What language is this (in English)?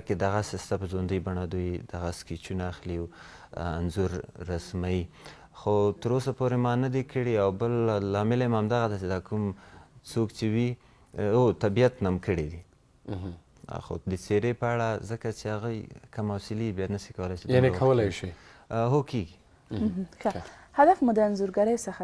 Pashto